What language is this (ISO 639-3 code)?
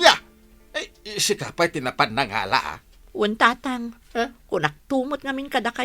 ilo